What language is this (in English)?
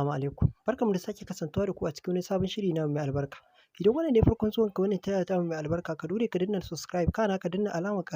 Hausa